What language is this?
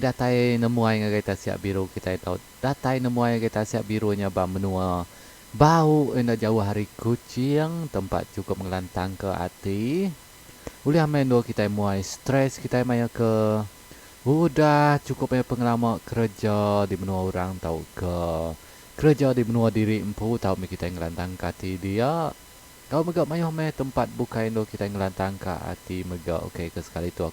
Iban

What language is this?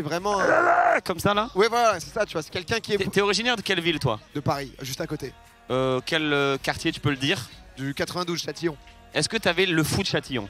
French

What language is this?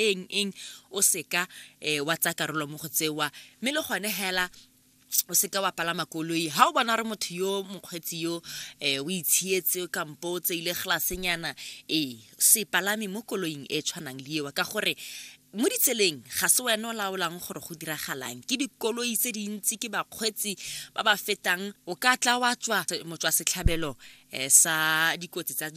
Tswana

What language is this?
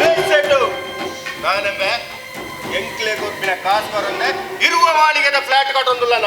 Tulu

